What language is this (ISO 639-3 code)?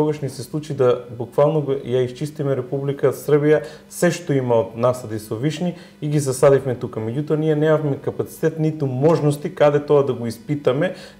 mkd